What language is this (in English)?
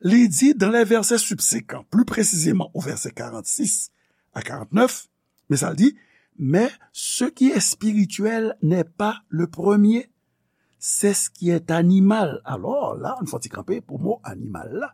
Haitian Creole